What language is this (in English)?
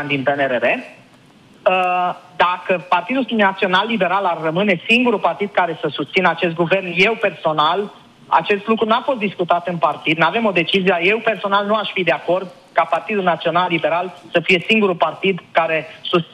Romanian